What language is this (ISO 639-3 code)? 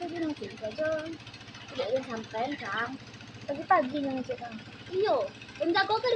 min